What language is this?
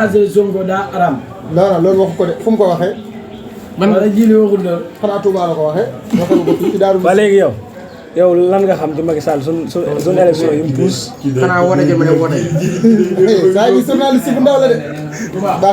Wolof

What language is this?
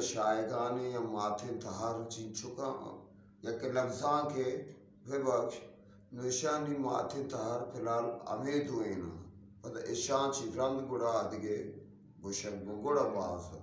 Eastern Balochi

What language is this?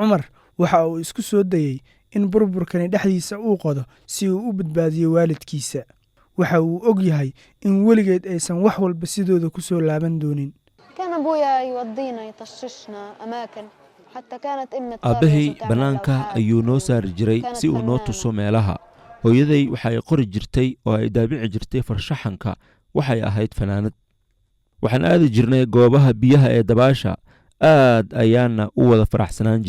Somali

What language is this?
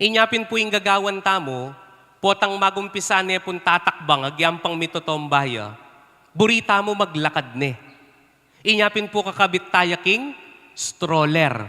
Pampanga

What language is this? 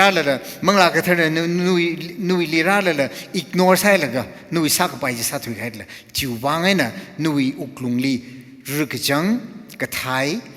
Tangkhul Naga (India)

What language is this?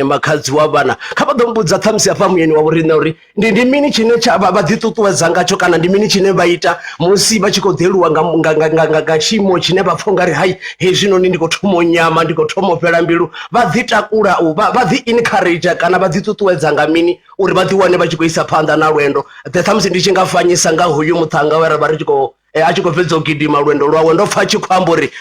Venda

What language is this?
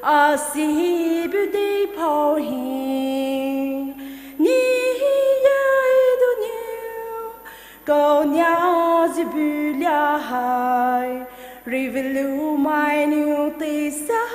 Poumei Naga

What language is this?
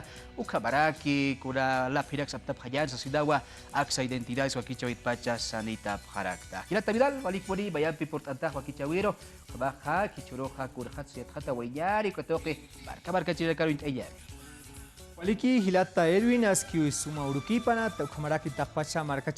Aymara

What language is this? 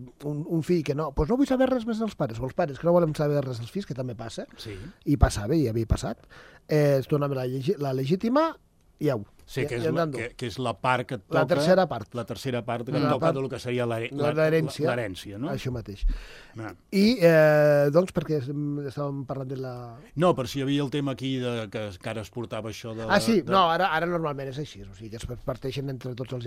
Catalan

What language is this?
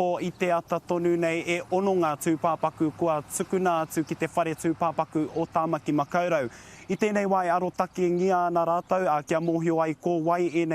Māori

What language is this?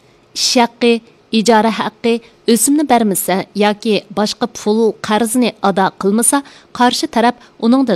Uyghur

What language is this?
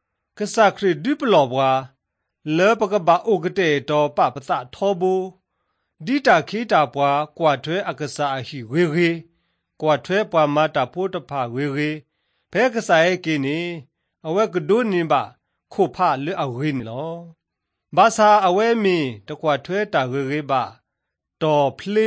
Latvian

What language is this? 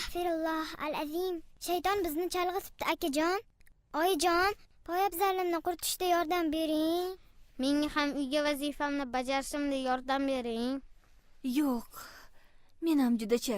Uzbek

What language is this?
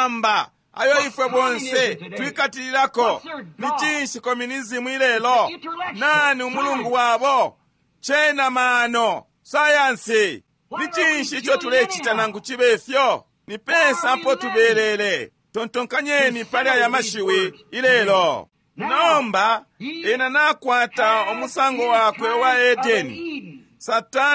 Bemba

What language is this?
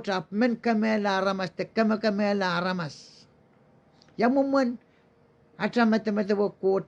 Pohnpeian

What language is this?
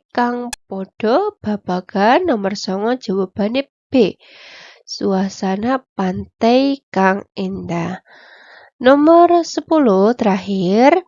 Javanese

